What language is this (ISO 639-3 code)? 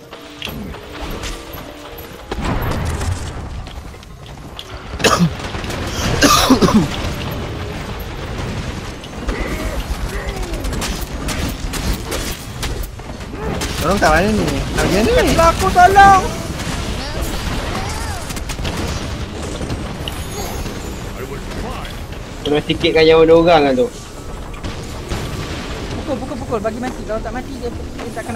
msa